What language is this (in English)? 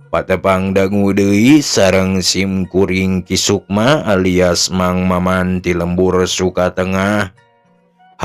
Sundanese